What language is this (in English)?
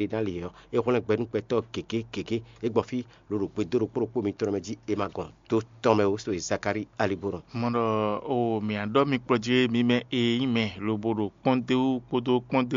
Fon